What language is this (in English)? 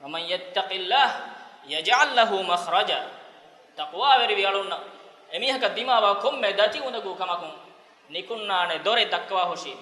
Divehi